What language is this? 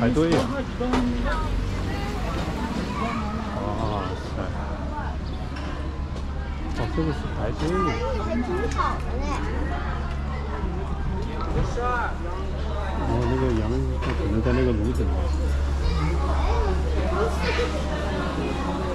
Chinese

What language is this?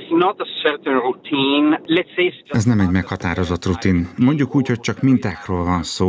Hungarian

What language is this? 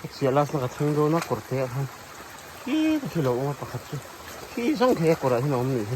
Mizo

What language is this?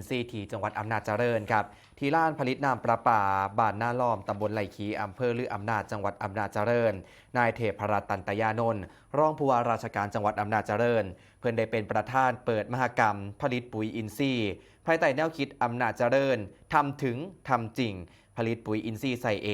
Northeastern Thai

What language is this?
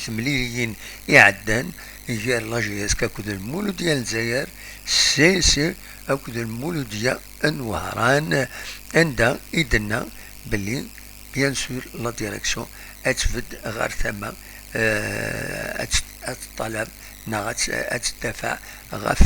Kabyle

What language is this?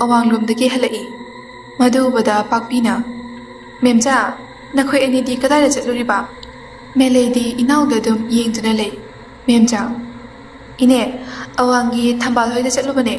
Manipuri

